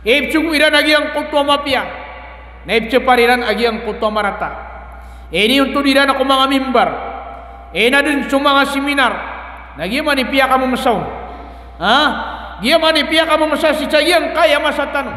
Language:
Maranao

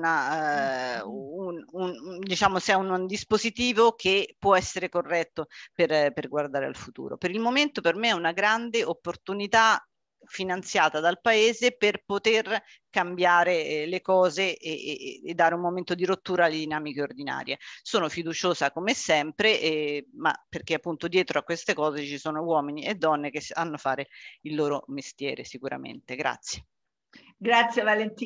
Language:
Italian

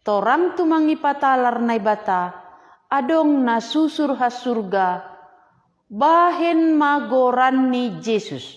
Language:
Batak Simalungun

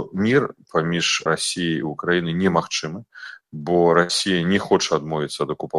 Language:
Belarusian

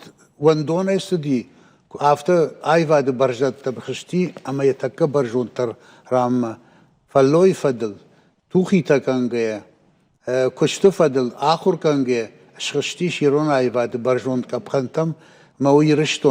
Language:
Ossetic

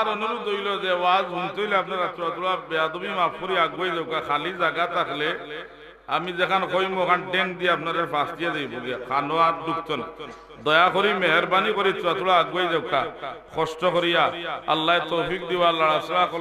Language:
Sylheti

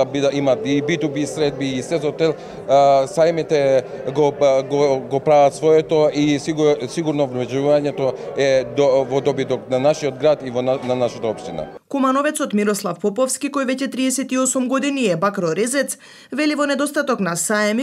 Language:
Macedonian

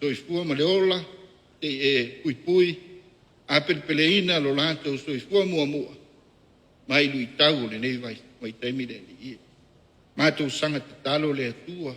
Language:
Samoan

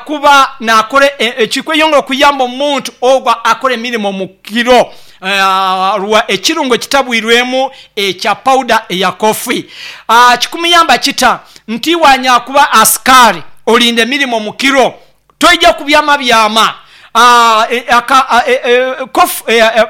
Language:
Nyoro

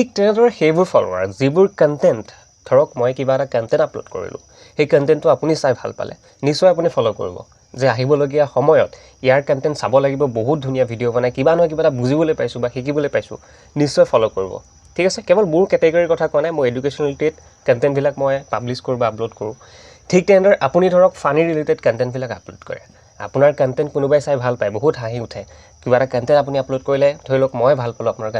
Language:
Assamese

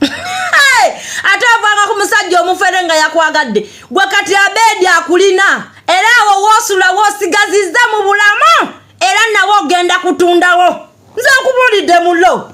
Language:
Ganda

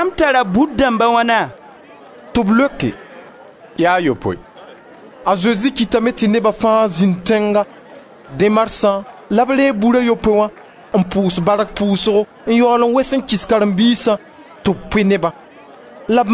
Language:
Mossi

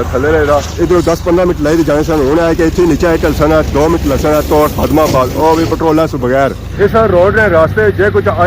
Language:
Pahari-Potwari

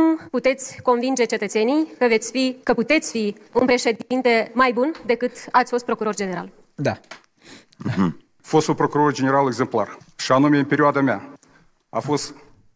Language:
Romanian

